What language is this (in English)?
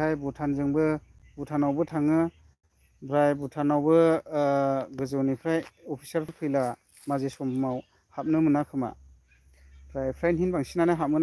Bodo